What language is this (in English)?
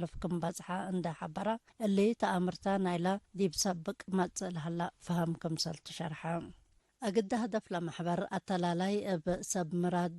Tigre